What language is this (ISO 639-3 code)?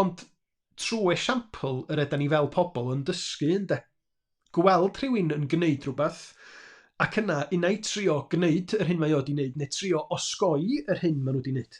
cym